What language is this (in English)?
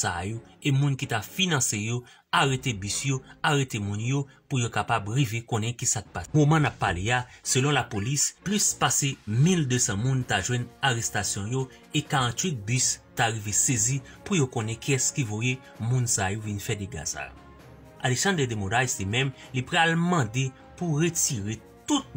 Haitian Creole